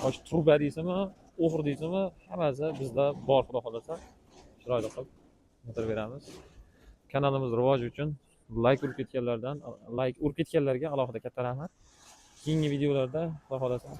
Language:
Uzbek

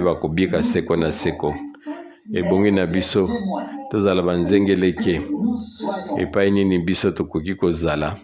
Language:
Lingala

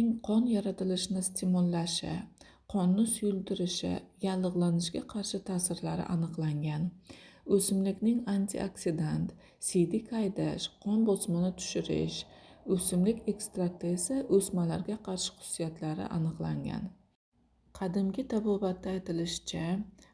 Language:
Uzbek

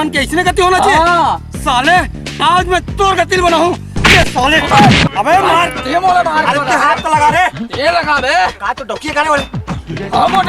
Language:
Chhattisgarhi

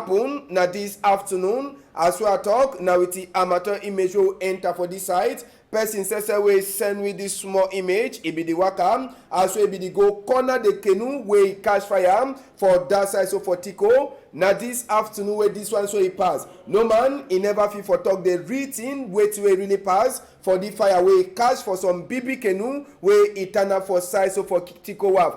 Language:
Cameroon Pidgin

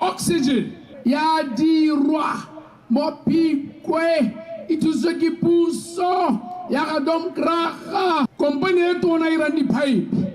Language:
Tswana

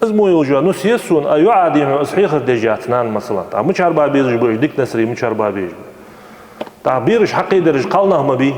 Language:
Ingush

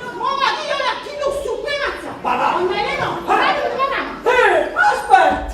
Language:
Neapolitan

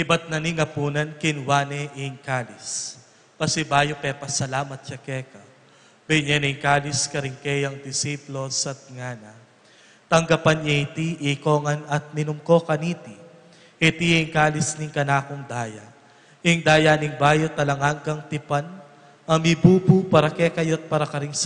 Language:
Pampanga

